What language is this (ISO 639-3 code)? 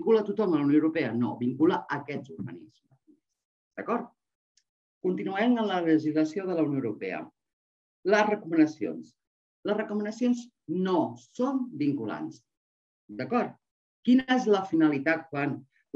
cat